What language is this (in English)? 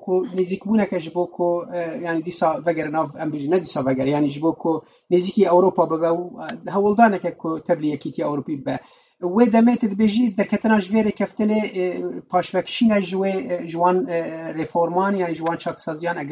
Kurdish